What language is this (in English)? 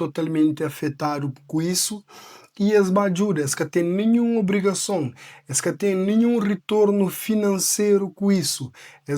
Kabuverdianu